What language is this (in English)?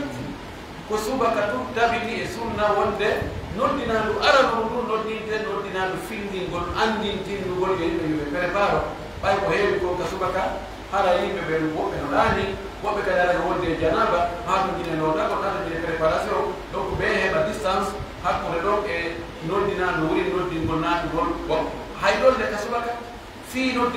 Pular